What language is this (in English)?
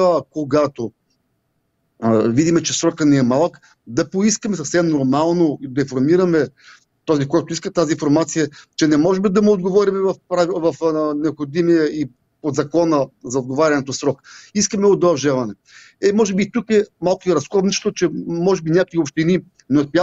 Bulgarian